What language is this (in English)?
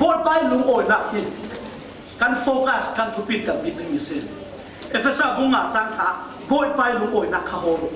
Falam Chin